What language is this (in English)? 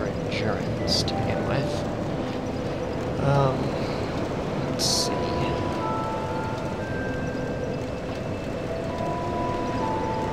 English